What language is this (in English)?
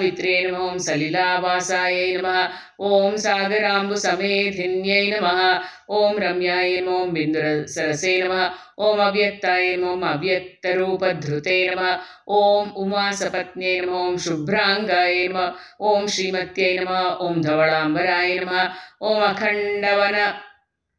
Kannada